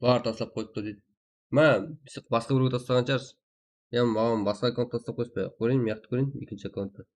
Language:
Kara-Kalpak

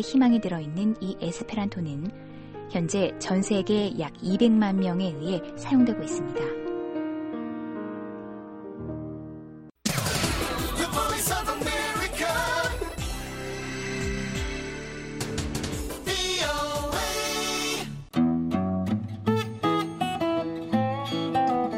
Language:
Korean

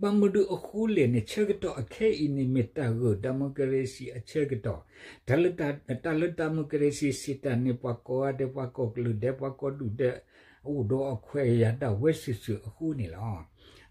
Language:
S'gaw Karen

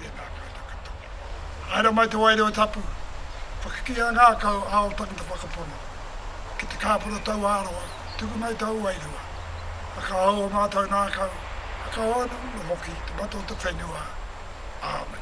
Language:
Māori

